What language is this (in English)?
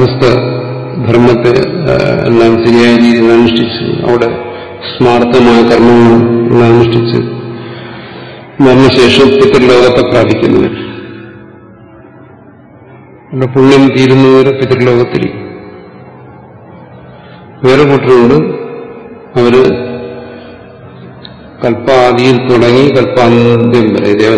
Malayalam